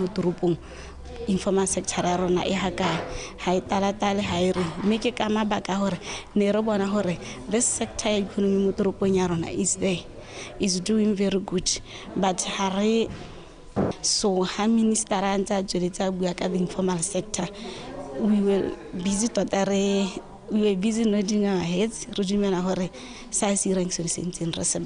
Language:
Tswana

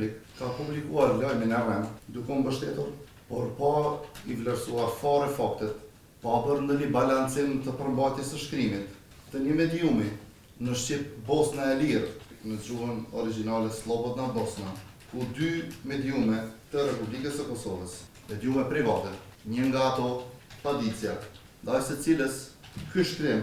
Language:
Albanian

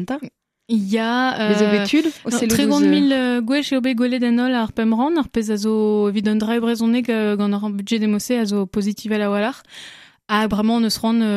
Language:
Breton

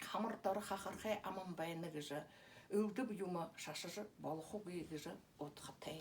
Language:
Buriat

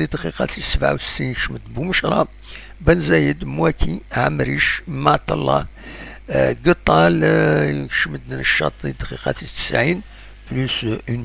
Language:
Kabyle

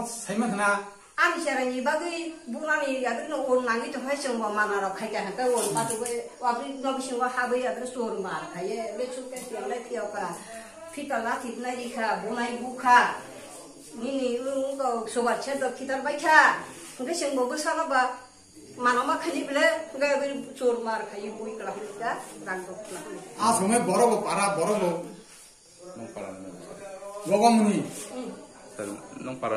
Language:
Kok Borok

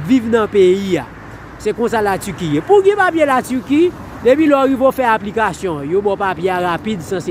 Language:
Haitian Creole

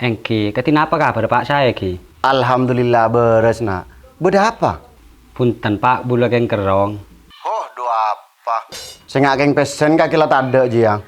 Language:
Madurese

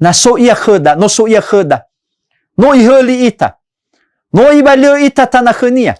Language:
Nias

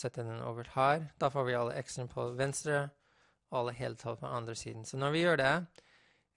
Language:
Norwegian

